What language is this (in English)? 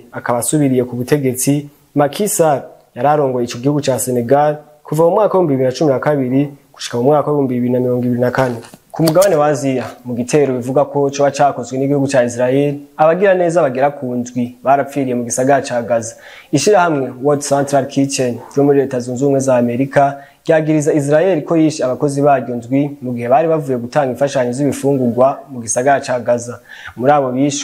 Rundi